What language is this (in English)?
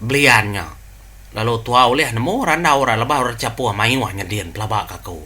Iban